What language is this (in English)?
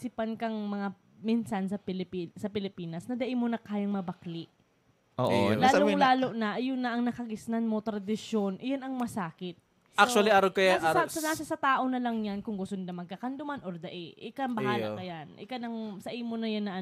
Bikol